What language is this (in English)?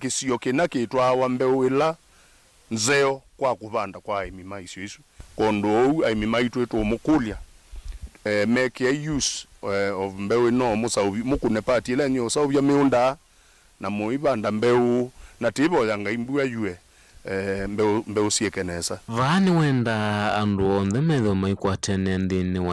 Kamba